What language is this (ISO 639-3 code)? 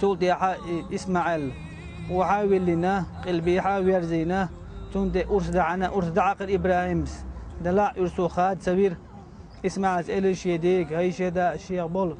che